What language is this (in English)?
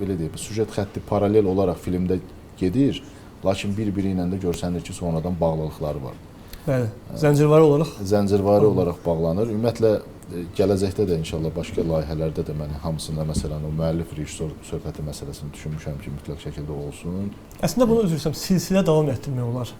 Azerbaijani